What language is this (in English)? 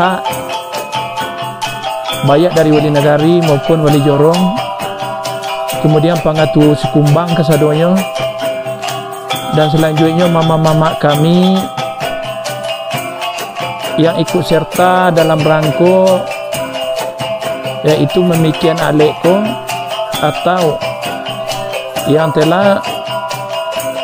Minangkabau